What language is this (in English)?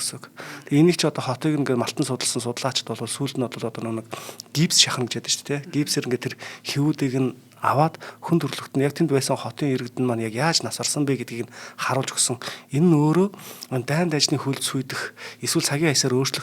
Mongolian